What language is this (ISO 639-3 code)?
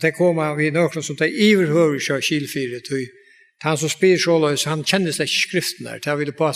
fao